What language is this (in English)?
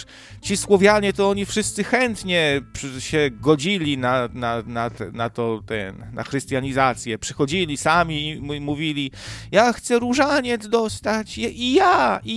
Polish